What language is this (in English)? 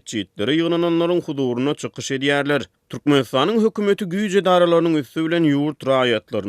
Turkmen